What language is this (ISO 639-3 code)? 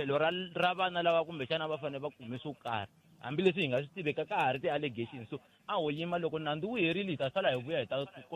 tso